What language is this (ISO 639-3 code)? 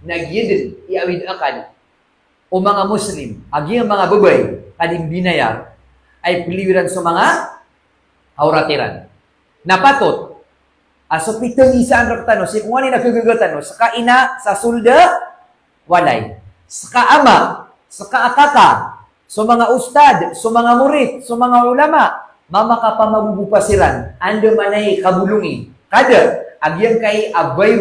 mrw